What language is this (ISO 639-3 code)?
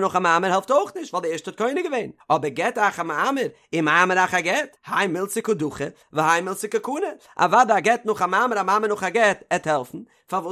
yid